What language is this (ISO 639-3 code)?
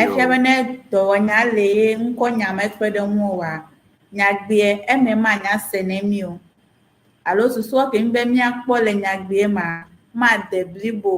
ewe